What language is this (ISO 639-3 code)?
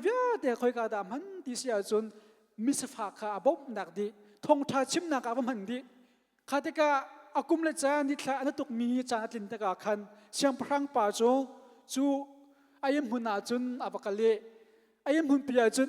cnh